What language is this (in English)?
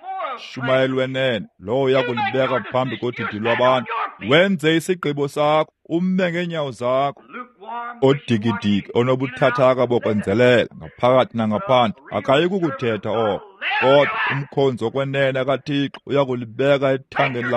Xhosa